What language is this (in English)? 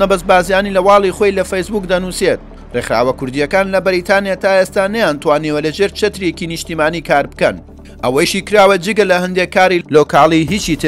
Central Kurdish